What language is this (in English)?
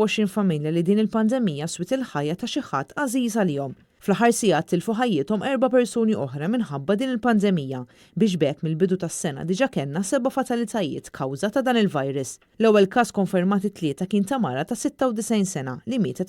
Maltese